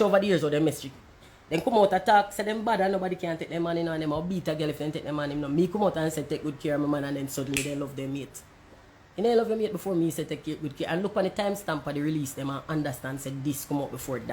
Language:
Jamaican Creole English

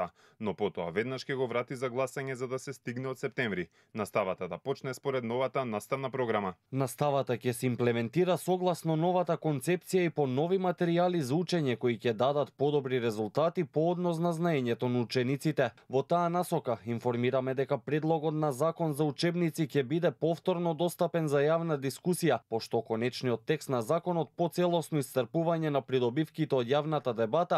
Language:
Macedonian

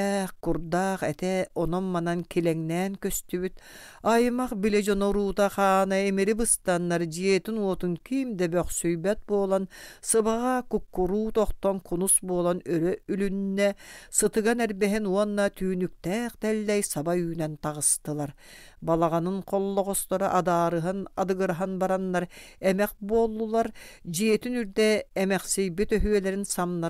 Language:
Yakut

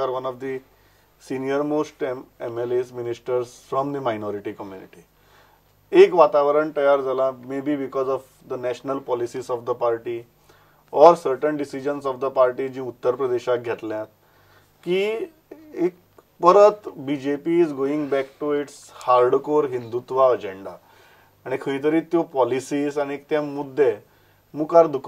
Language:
Konkani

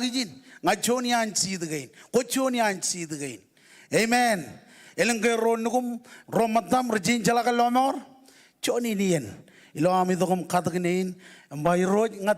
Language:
Marshallese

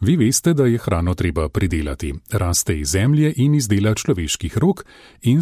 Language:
Slovenian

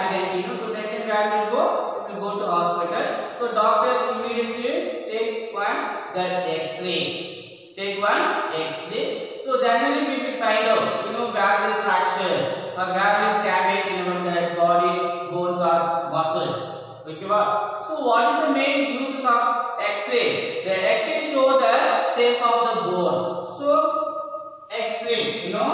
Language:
English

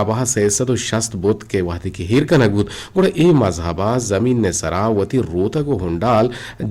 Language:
Eastern Balochi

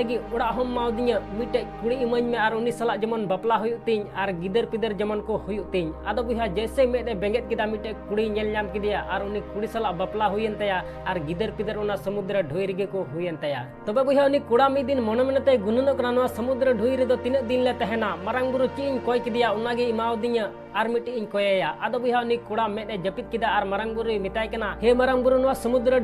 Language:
Santali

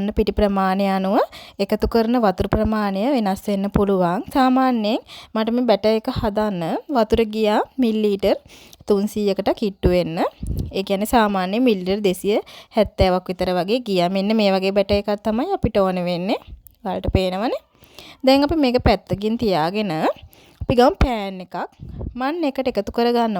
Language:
Sinhala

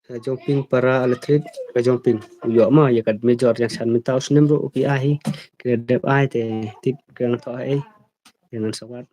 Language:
Khasi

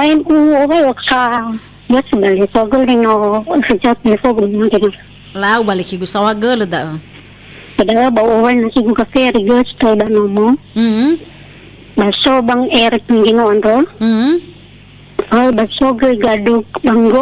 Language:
Nias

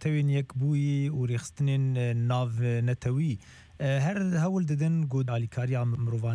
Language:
Kurdish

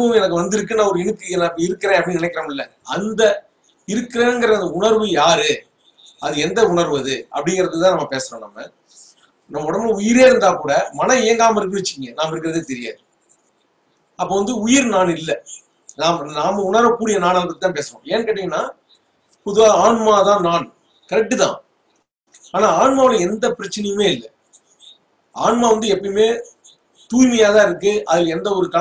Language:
Tamil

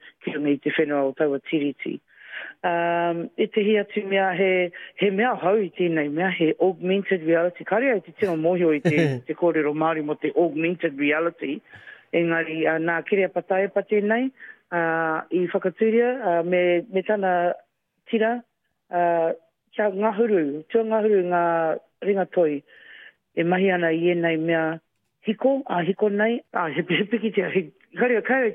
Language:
Māori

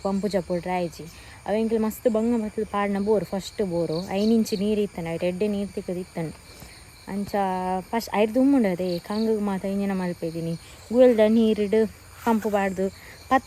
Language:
Tulu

